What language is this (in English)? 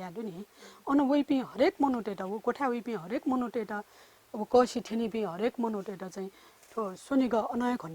Newari